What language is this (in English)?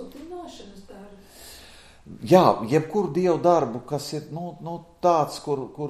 Latvian